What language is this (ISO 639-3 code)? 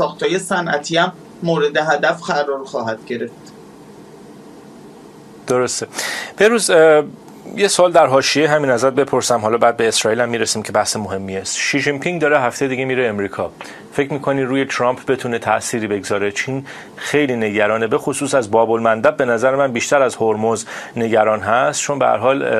fas